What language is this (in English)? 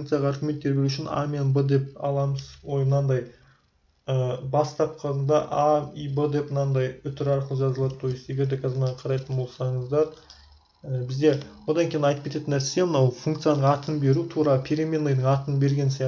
Kazakh